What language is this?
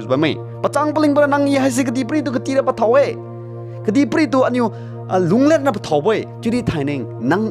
Liangmai Naga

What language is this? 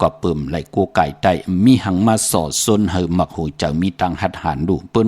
Shan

